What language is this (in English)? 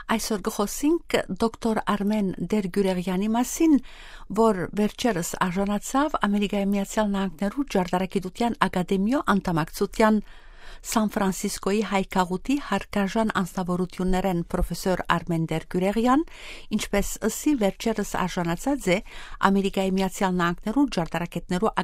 Western Armenian